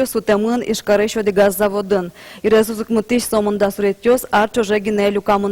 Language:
Udmurt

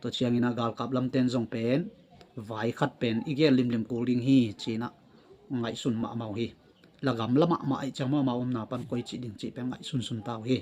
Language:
Tedim Chin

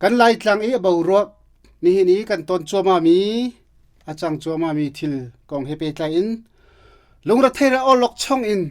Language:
Hakha Chin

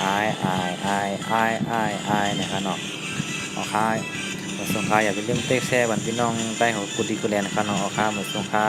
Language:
Shan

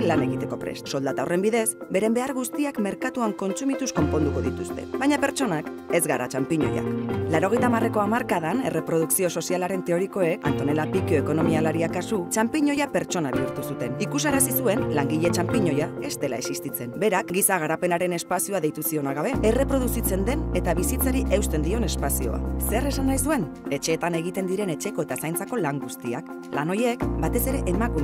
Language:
Basque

